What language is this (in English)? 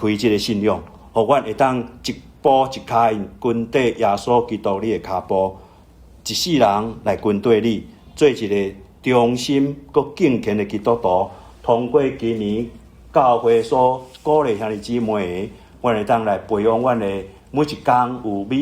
Min Nan Chinese